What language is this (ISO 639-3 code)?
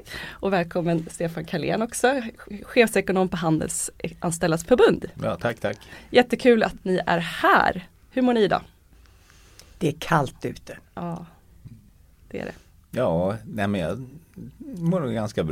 swe